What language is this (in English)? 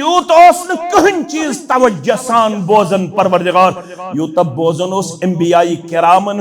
Kashmiri